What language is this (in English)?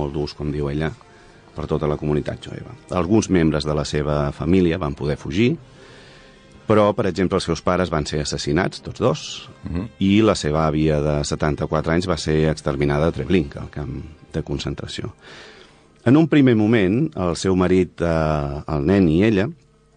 Catalan